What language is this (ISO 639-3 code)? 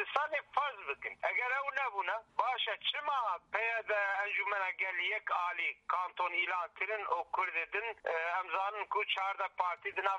kur